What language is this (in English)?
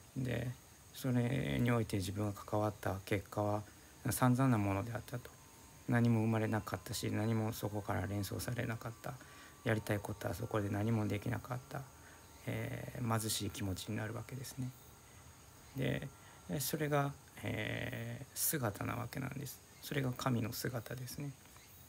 Japanese